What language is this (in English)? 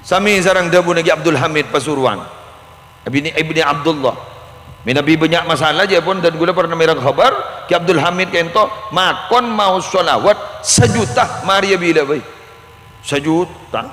Madurese